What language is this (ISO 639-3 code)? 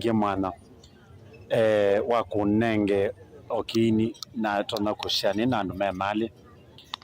kam